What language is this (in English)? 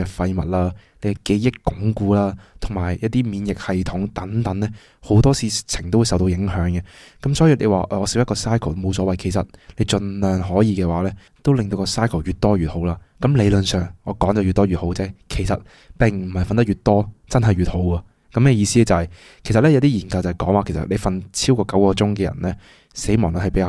Cantonese